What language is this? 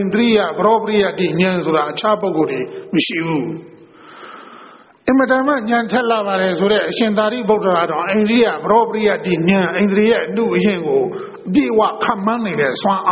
Burmese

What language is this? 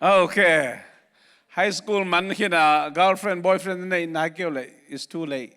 Tedim Chin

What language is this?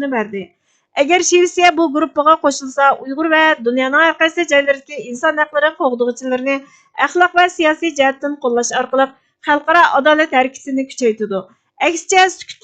Uyghur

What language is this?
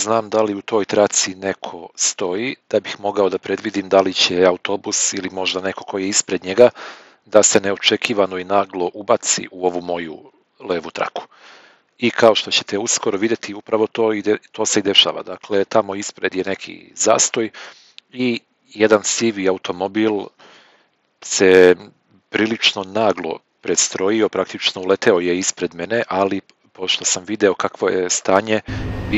Serbian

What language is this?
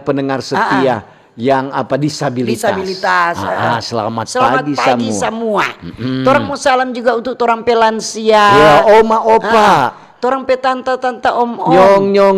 Manado Malay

